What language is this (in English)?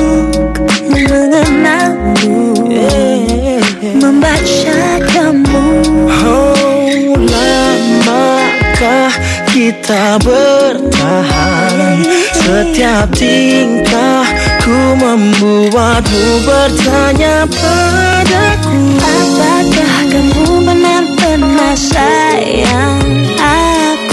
Indonesian